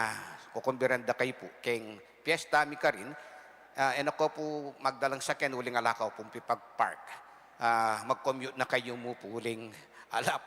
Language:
Pampanga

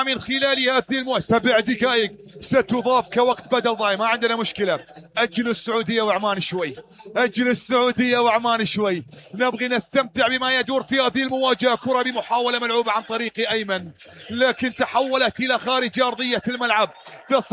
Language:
Mesopotamian Arabic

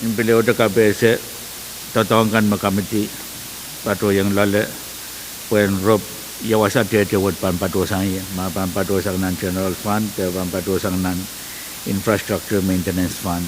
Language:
Pohnpeian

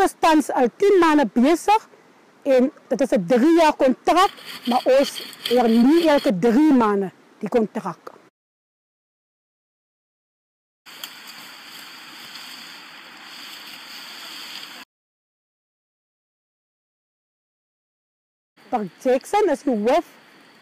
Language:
Afrikaans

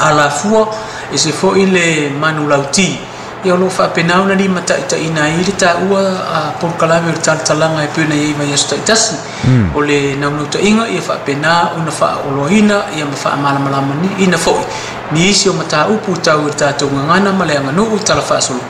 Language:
Samoan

